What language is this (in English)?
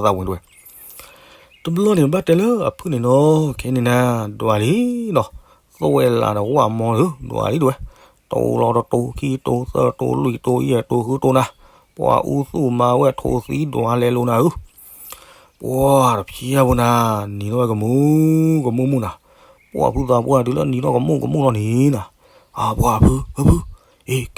S'gaw Karen